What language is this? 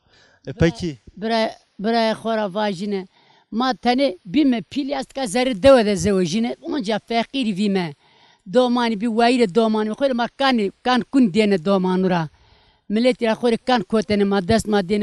Zaza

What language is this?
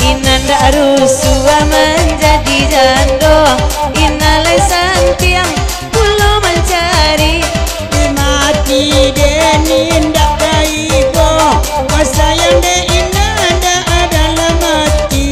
Minangkabau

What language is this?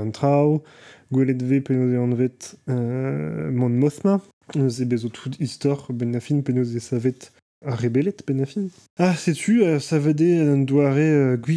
Breton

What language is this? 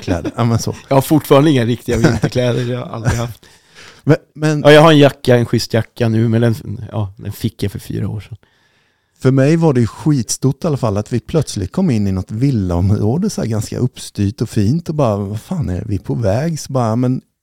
Swedish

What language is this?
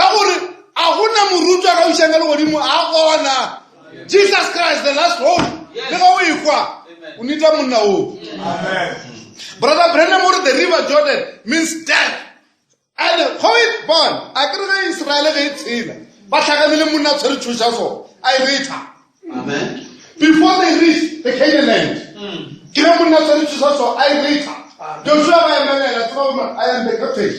Northern Sotho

